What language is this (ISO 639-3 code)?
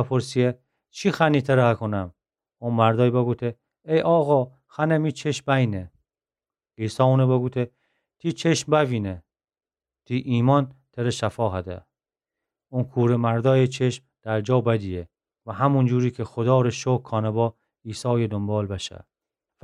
glk